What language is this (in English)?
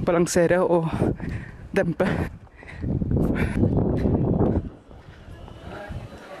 Norwegian